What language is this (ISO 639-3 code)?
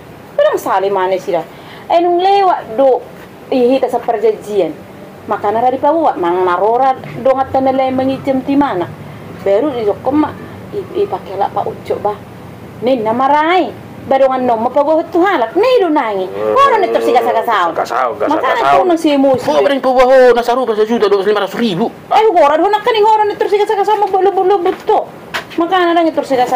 bbc